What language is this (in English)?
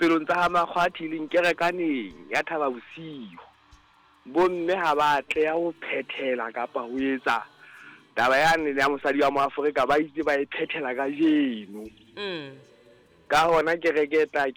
Southern Sotho